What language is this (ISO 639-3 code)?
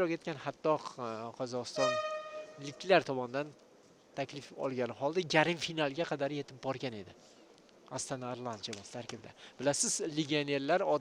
uzb